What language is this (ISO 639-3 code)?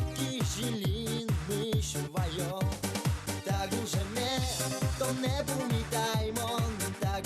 udm